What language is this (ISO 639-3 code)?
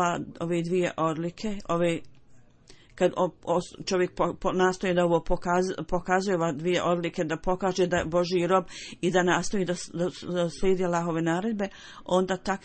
bos